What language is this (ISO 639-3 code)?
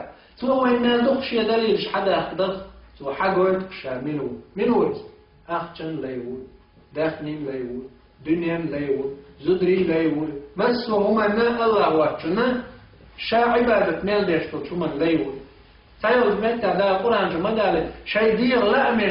che